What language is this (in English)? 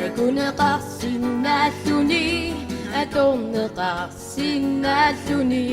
Kalaallisut